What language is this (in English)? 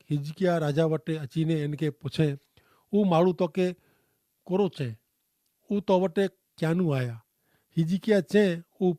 Kachhi